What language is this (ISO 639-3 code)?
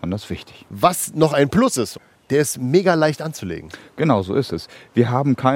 deu